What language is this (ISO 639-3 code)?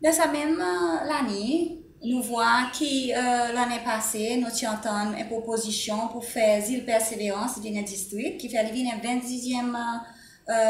crs